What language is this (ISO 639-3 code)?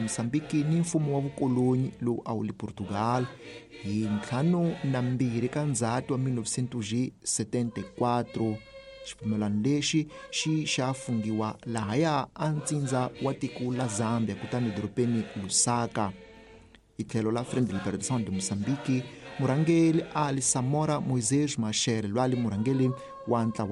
tso